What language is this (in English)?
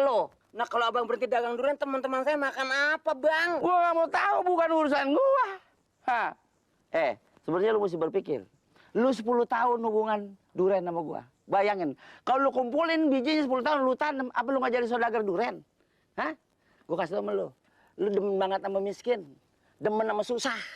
Betawi